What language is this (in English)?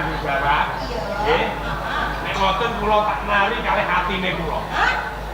Javanese